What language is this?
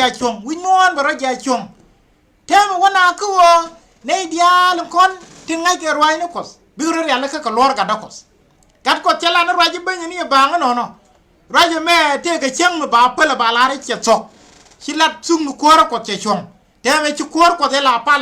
Nuer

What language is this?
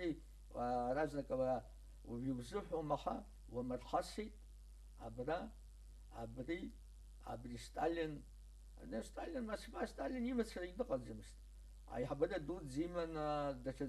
Abkhazian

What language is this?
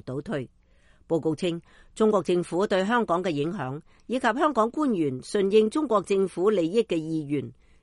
Cantonese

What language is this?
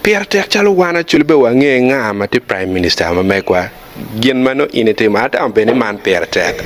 Acoli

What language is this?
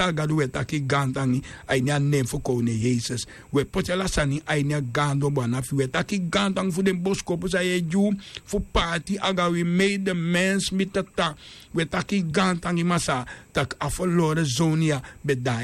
Sranan Tongo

